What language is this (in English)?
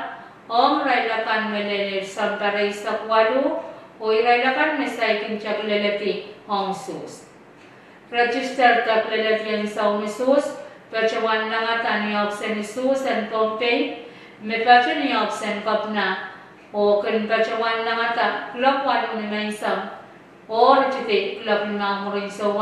Pohnpeian